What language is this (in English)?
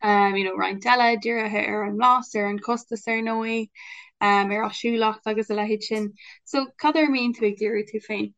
Irish